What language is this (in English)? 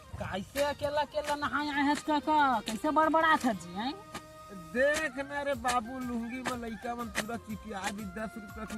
Chhattisgarhi